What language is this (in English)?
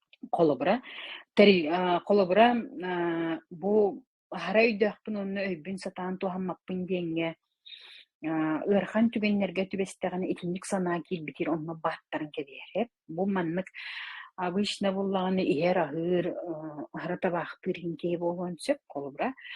Yakut